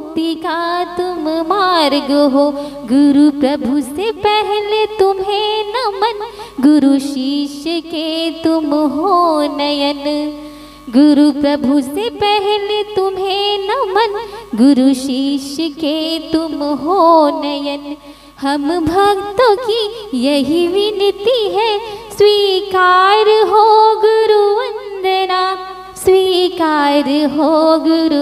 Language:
Hindi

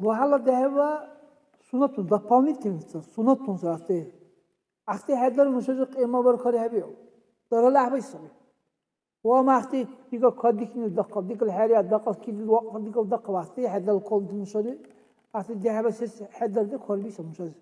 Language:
Dargwa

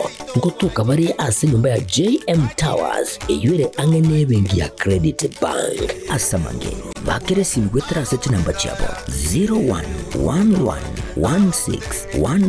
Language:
Gusii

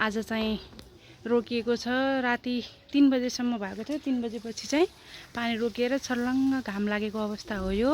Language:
Nepali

